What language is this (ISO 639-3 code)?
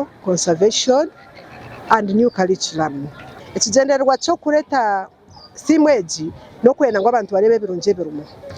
nyn